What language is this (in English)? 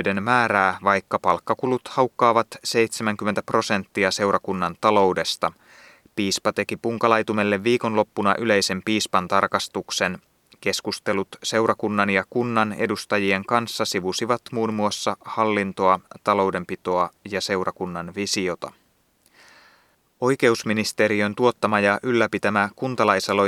Finnish